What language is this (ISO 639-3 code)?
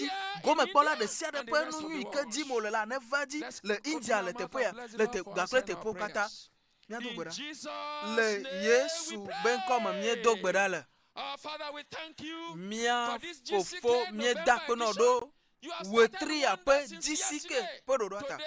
ewe